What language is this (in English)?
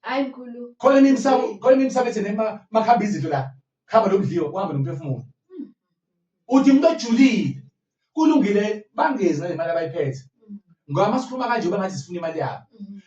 Zulu